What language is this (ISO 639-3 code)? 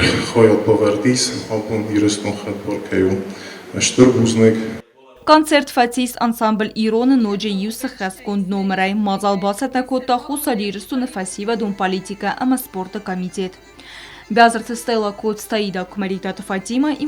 oss